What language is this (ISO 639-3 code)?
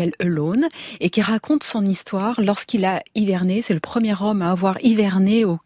fra